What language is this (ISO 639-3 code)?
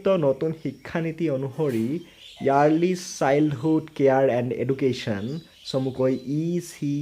asm